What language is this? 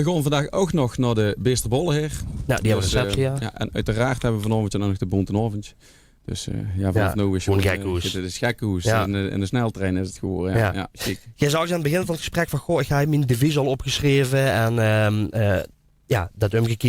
Limburgish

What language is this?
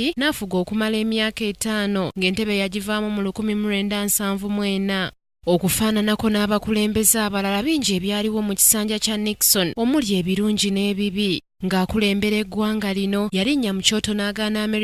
Ganda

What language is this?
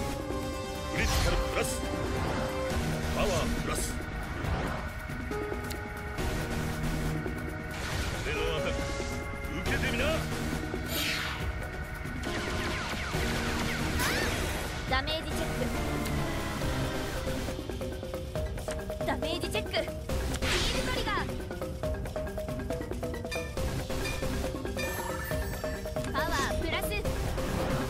Japanese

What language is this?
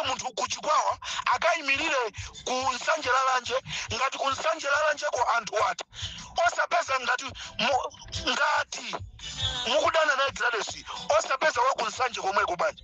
Nyanja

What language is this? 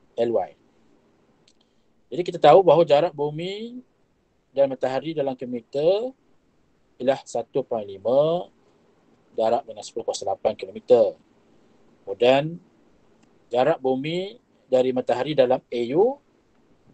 Malay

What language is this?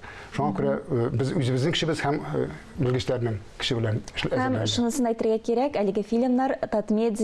Tatar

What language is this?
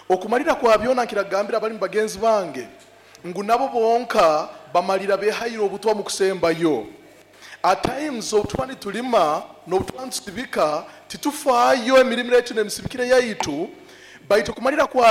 Nyoro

